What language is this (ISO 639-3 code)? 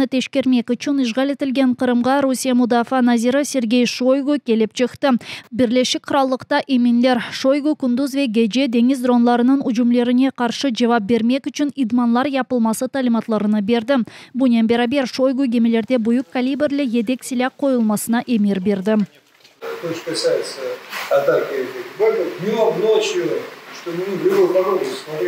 crh